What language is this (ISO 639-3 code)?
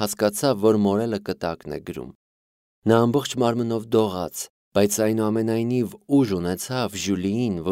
hye